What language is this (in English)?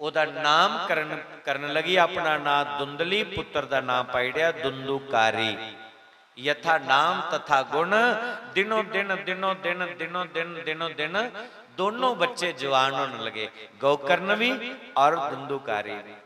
Dogri